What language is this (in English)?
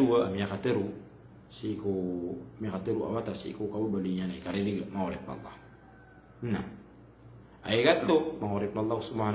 Maranao